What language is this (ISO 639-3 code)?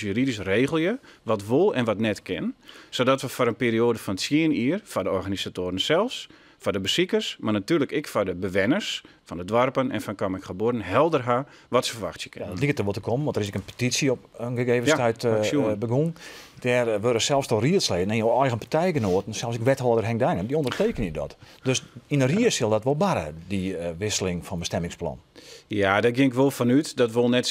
fry